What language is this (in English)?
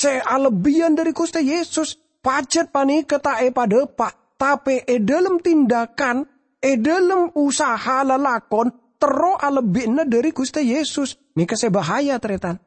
Madurese